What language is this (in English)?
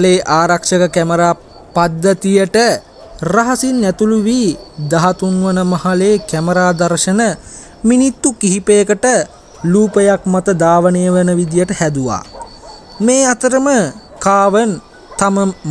Sinhala